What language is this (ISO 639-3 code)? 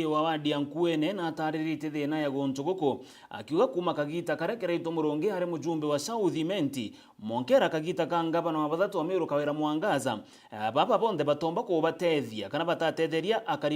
mer